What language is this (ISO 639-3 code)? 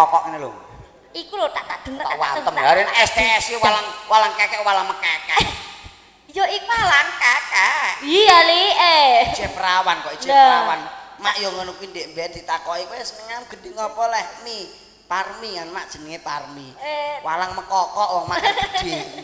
jav